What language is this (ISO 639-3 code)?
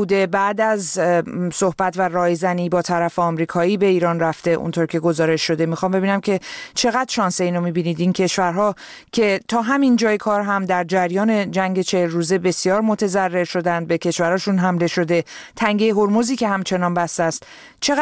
fas